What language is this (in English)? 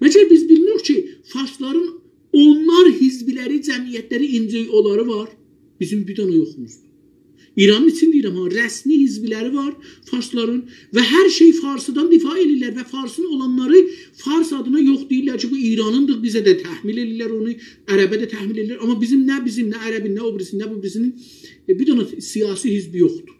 South Azerbaijani